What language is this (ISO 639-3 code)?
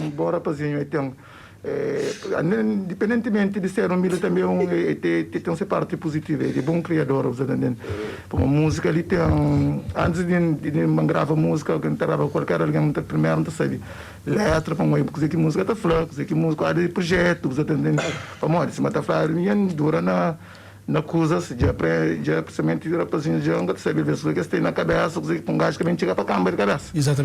kea